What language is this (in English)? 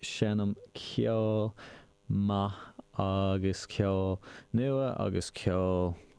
Irish